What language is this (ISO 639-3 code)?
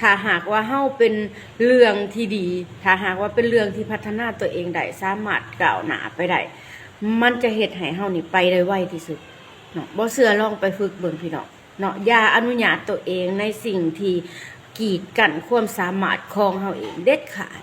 lao